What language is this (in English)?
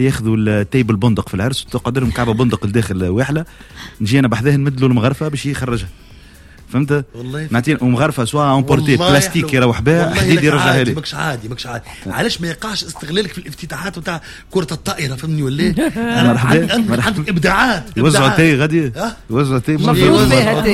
Tunisian Arabic